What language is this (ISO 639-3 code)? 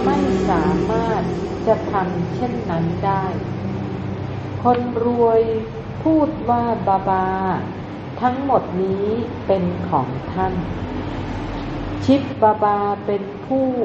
tha